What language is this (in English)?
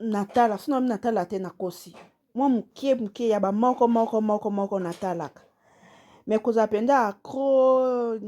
Lingala